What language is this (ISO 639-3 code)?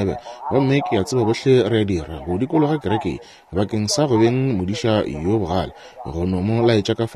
nso